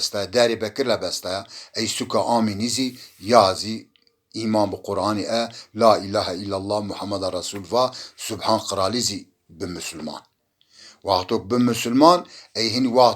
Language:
Zaza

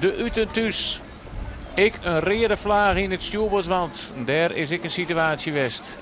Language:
Western Frisian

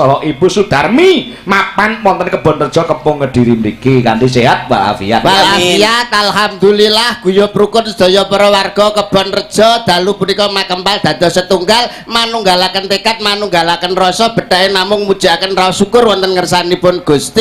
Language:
Javanese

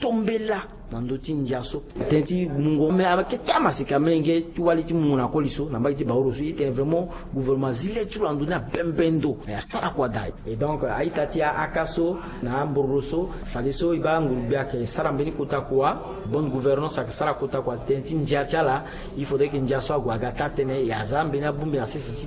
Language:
Sango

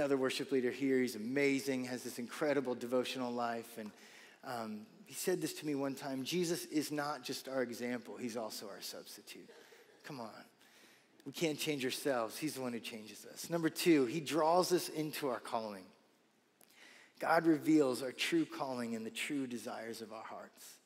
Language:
English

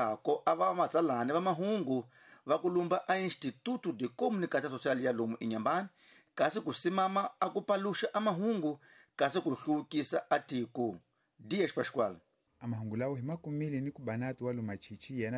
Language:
Tsonga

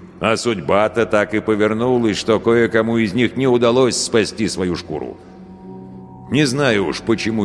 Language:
Russian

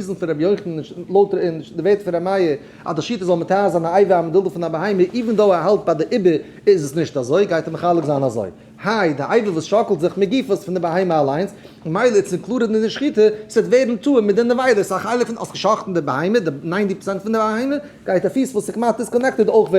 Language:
Yiddish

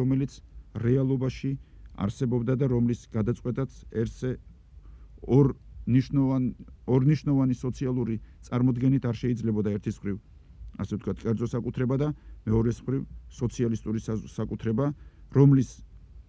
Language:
Georgian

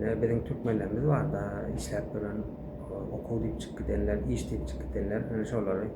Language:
Turkmen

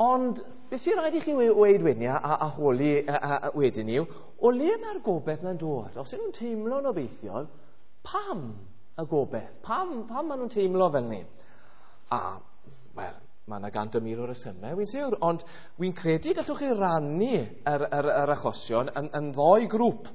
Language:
Welsh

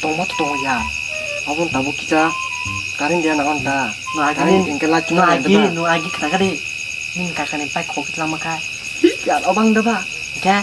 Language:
Kok Borok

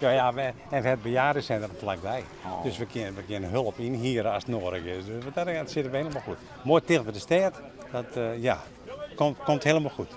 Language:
Western Frisian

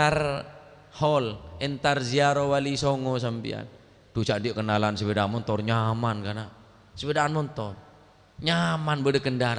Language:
Madurese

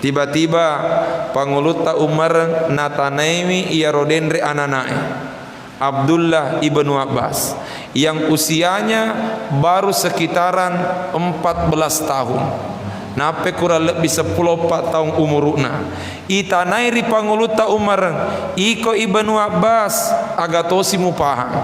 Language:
Buginese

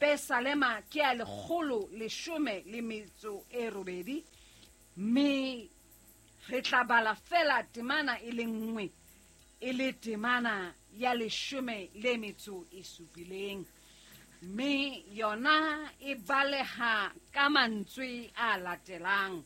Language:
Southern Sotho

